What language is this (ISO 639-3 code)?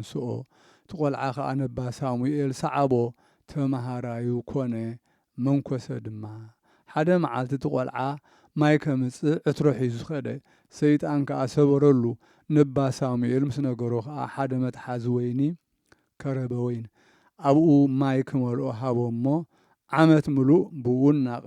tir